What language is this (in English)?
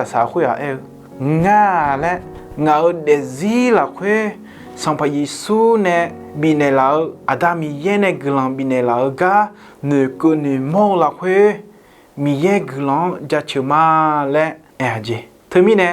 Akha